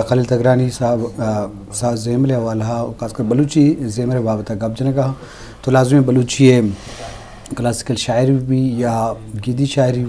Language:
Eastern Balochi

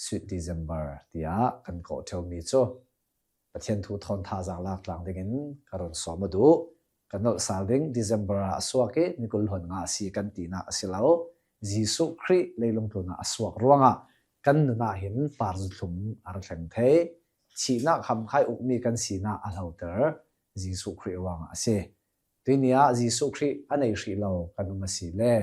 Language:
Hakha Chin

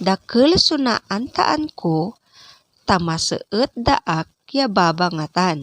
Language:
Pangasinan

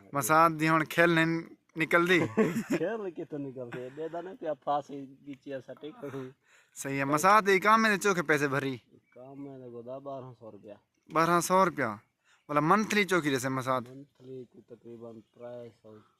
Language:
Saraiki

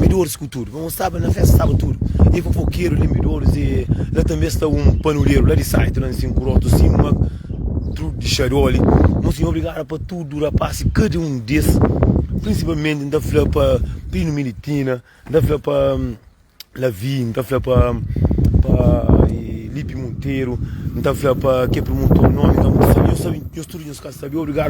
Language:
Kabuverdianu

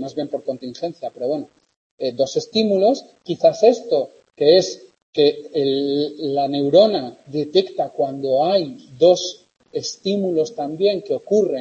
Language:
Spanish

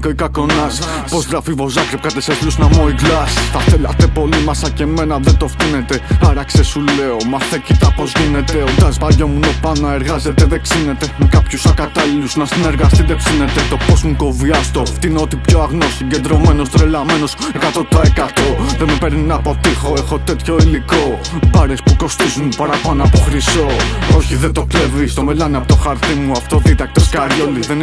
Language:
Greek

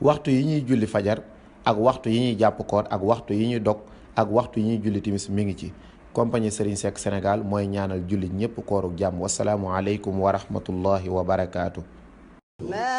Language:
Wolof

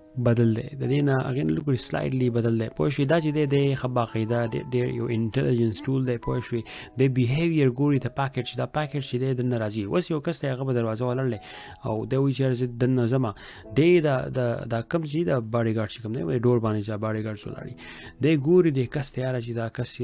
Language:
Pashto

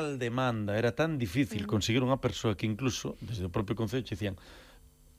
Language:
Galician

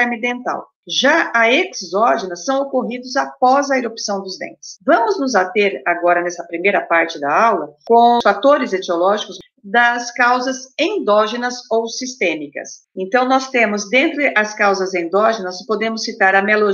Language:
Portuguese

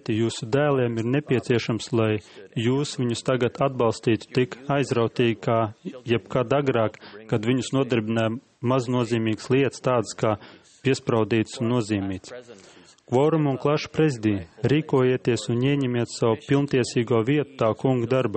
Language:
Latvian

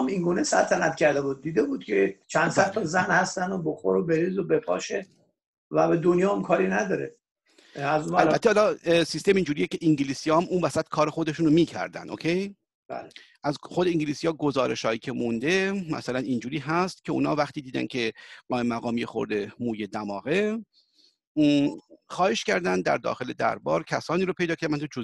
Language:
Persian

